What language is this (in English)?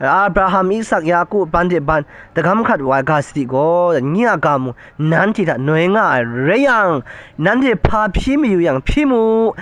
Kachin